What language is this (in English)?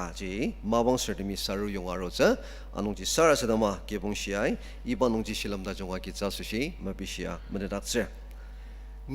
Ao Naga